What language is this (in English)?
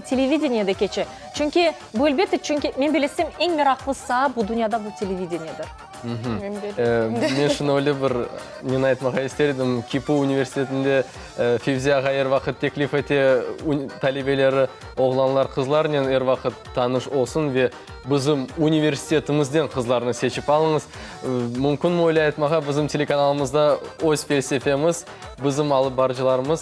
Crimean Tatar